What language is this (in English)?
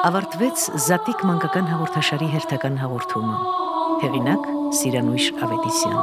Armenian